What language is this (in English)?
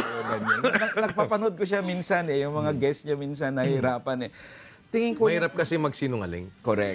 Filipino